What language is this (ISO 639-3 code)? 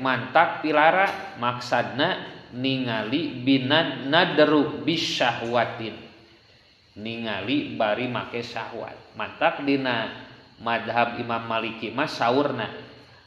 sun